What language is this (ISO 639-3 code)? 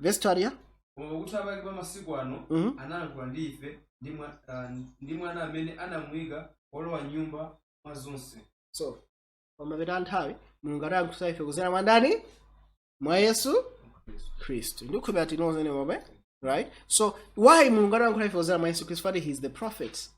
nya